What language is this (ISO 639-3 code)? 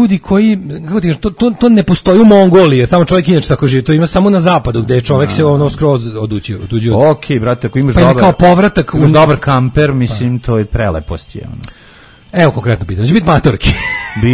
srp